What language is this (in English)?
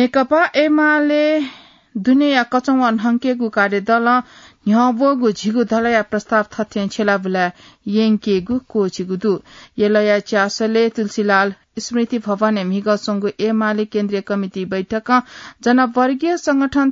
Newari